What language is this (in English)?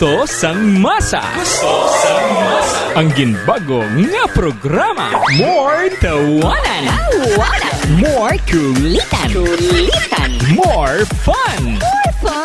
Hiligaynon